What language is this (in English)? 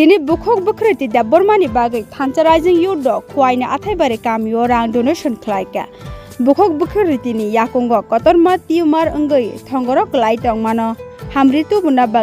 Kok Borok